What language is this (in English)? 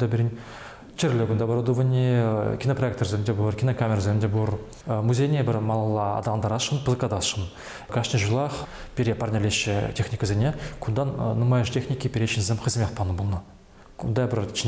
Chuvash